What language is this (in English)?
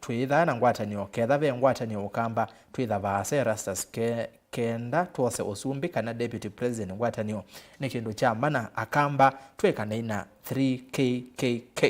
Kamba